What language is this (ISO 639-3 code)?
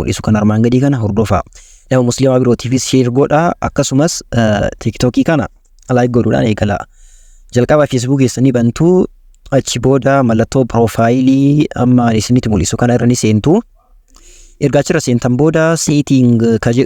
orm